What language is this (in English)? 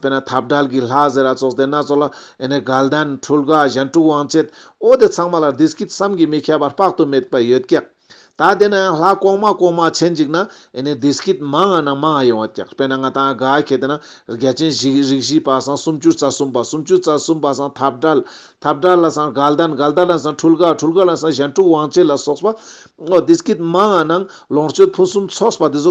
Ladakhi